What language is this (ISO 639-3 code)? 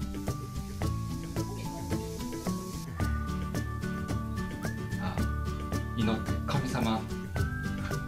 jpn